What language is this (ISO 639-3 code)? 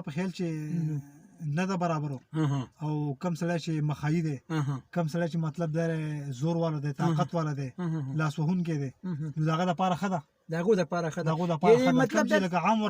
pus